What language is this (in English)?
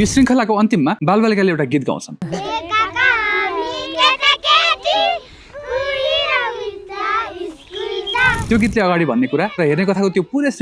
Nepali